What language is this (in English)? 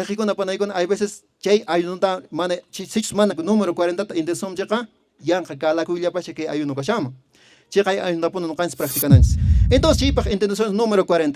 Quechua